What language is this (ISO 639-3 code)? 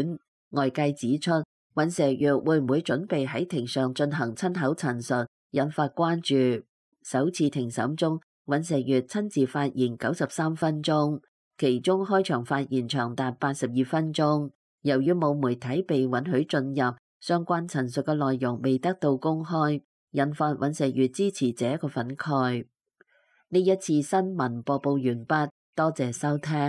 yue